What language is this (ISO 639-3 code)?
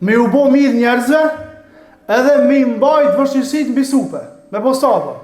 sqi